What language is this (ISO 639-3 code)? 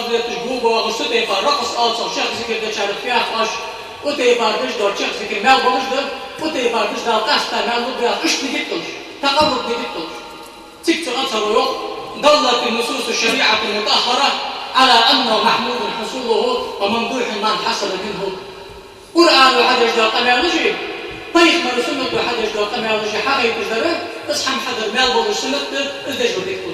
inh